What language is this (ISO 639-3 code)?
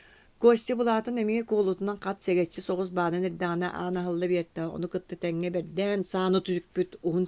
sah